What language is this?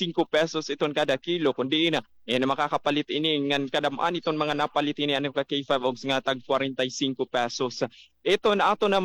Waray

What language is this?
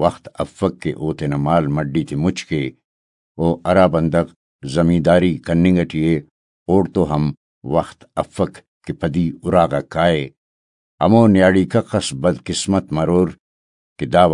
Brahui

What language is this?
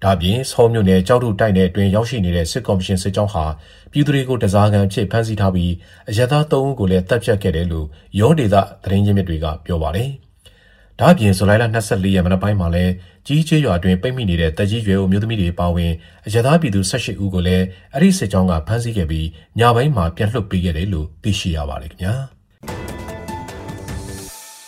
Burmese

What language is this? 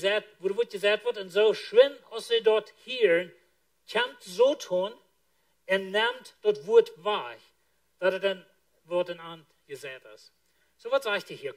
Plautdietsch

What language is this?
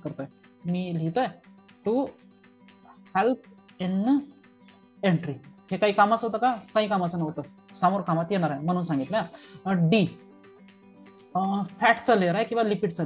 Marathi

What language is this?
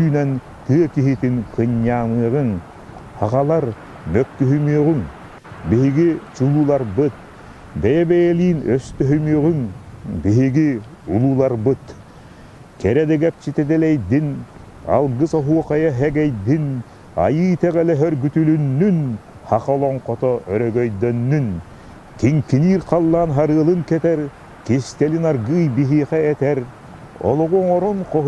Yakut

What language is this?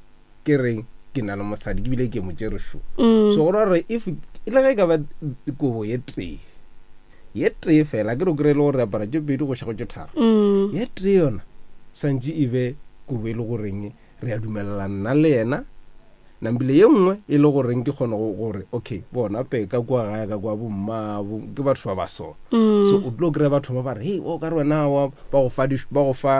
Northern Sotho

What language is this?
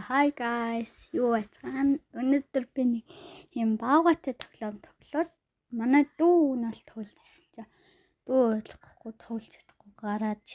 Mongolian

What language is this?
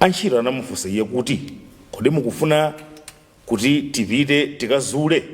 Nyanja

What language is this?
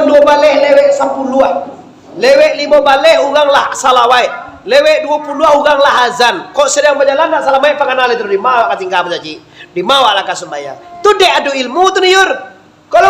Minangkabau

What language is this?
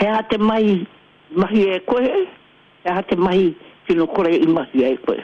Māori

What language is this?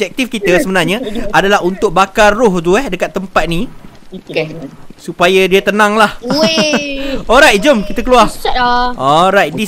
Malay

